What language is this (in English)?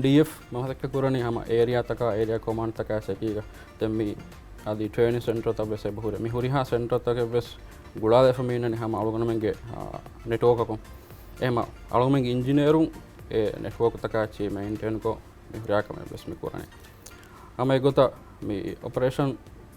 Divehi